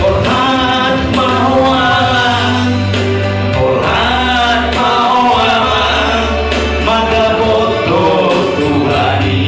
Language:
Batak Toba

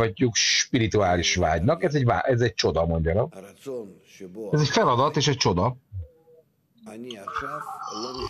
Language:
Hungarian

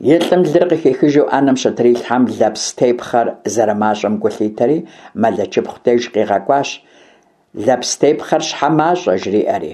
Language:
Kabardian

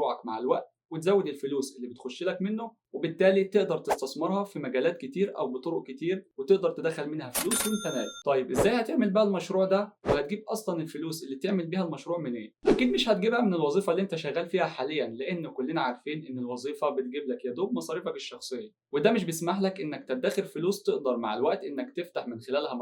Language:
Egyptian Arabic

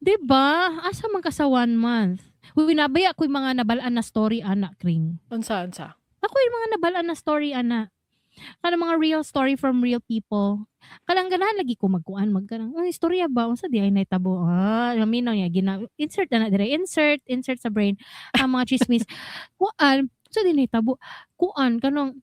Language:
Cebuano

